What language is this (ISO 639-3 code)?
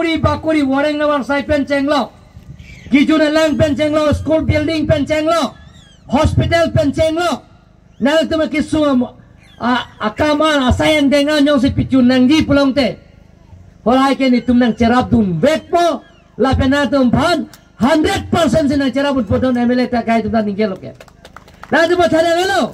mjw